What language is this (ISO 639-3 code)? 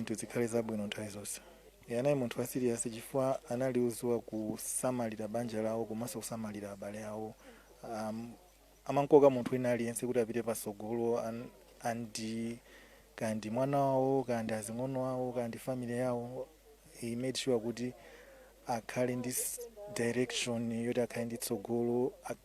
nya